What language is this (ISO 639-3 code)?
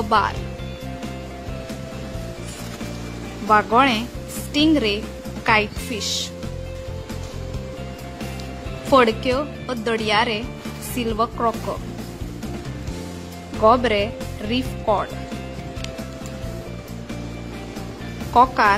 hin